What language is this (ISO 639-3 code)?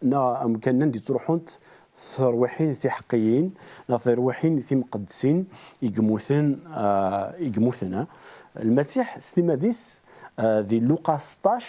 kab